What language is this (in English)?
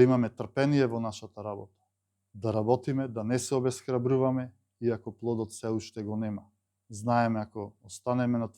Macedonian